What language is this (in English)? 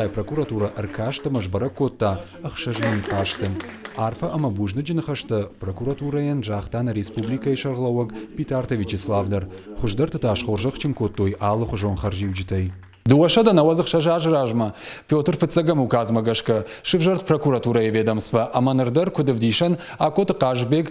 Ossetic